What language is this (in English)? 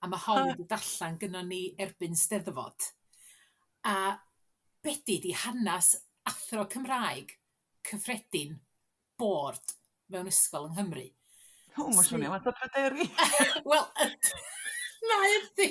Welsh